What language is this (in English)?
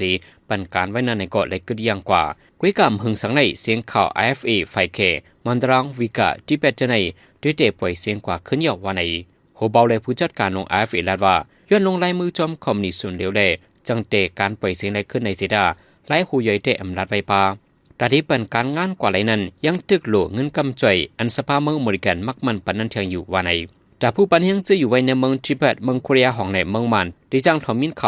Shan